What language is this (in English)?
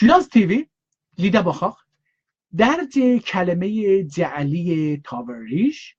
South Azerbaijani